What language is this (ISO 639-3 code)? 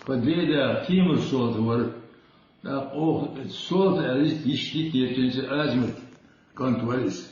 che